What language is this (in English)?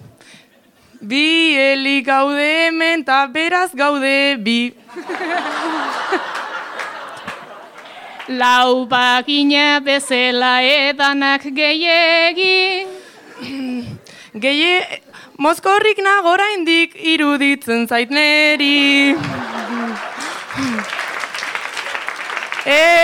Basque